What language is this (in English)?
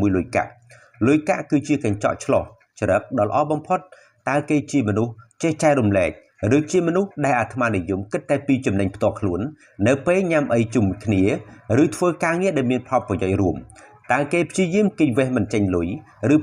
Khmer